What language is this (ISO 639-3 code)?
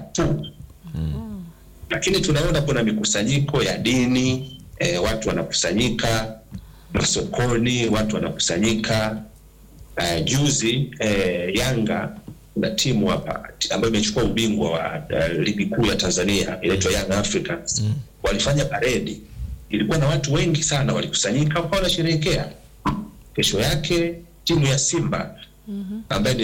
swa